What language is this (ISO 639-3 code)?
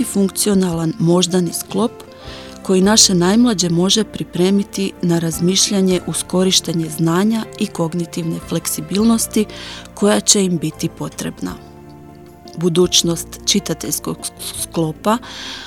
hrv